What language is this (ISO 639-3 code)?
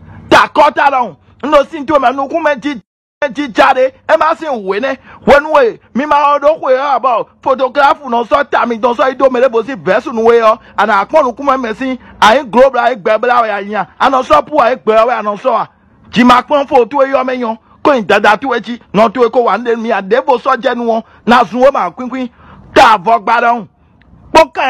fon